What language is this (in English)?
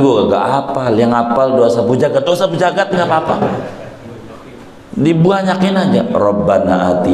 Indonesian